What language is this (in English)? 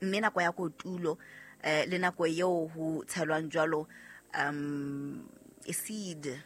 Southern Sotho